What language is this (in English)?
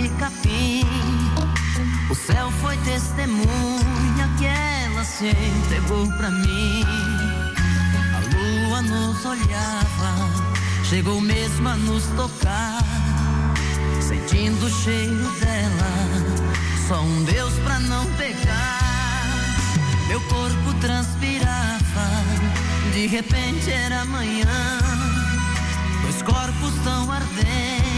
Portuguese